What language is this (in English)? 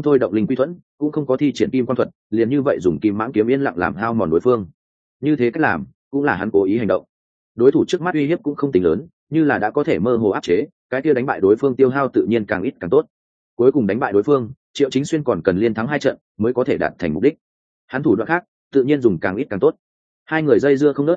Vietnamese